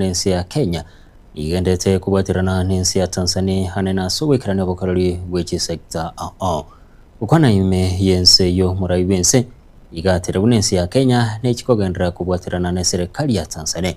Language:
Gusii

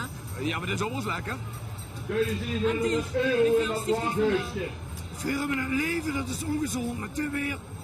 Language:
Limburgish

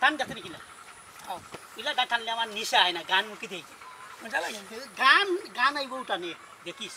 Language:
Sylheti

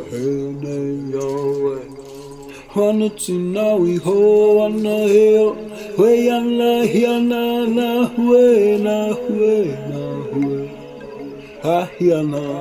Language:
Māori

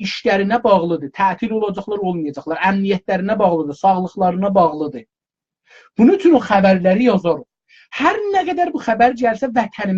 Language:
South Azerbaijani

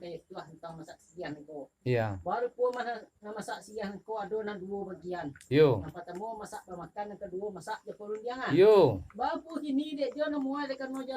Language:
Minangkabau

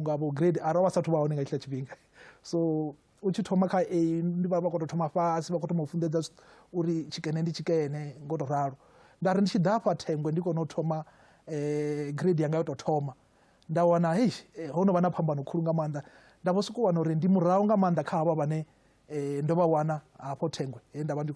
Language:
Venda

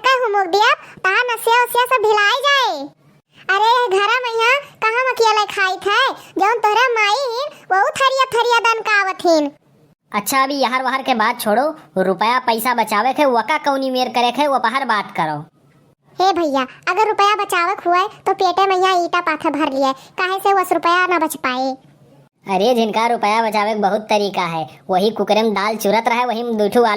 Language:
Awadhi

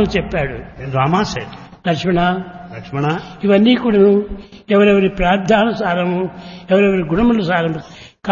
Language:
Telugu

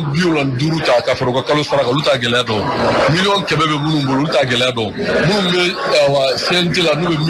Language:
Bambara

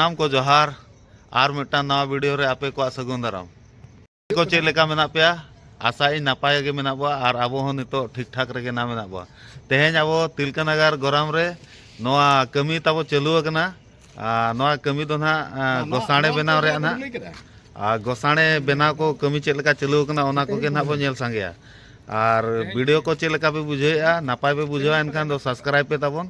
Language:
Santali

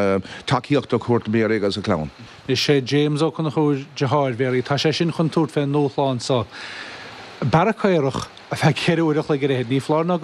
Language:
Irish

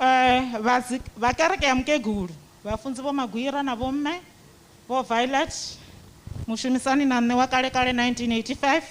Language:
Venda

